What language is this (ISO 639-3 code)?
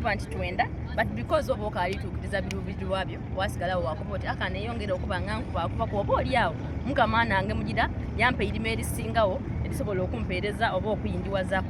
xog